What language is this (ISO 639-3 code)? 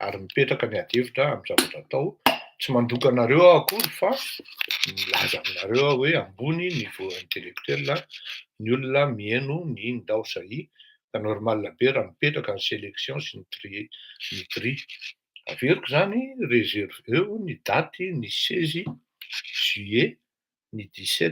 mlg